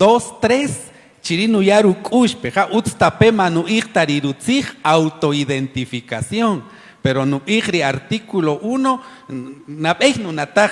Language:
Kaqchikel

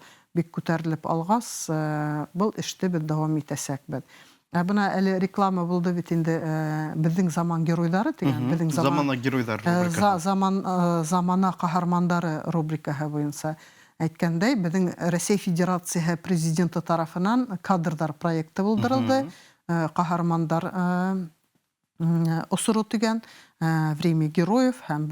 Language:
Bashkir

